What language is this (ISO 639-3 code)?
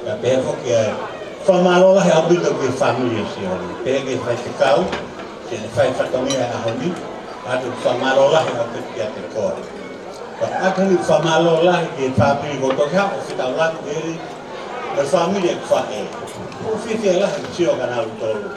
ton